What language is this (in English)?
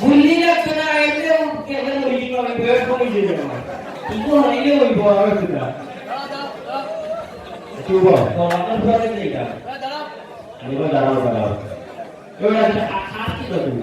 Sylheti